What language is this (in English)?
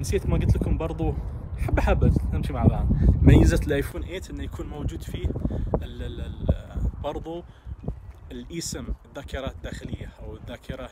Najdi Arabic